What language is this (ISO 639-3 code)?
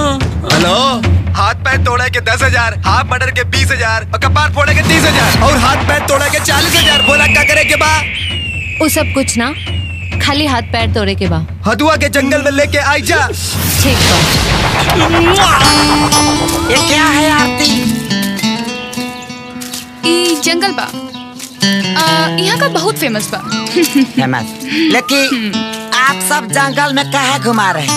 bho